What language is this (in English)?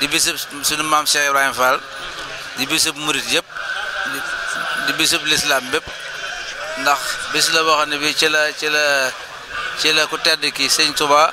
Wolof